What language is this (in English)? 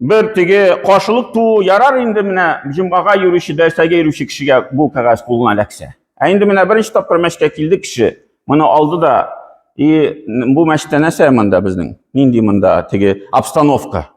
Tatar